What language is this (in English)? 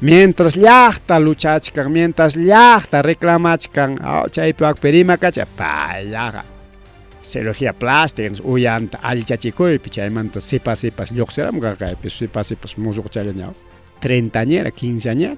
Ayacucho Quechua